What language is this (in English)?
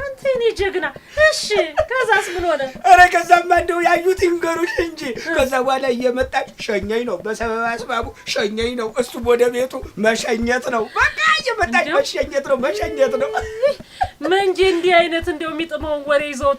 Amharic